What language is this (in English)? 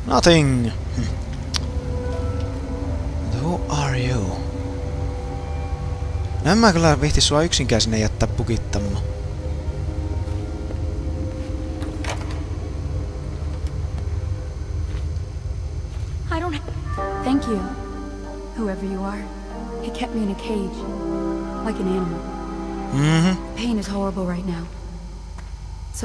Finnish